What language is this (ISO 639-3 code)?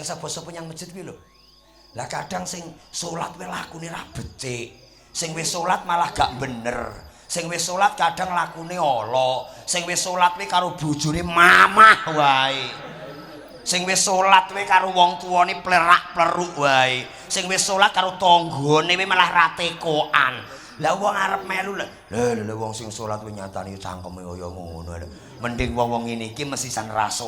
jav